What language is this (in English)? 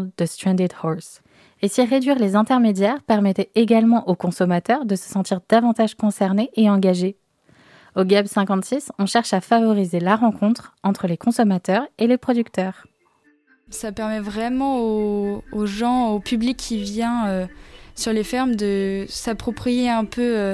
French